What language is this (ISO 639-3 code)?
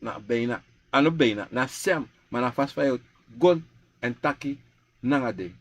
srn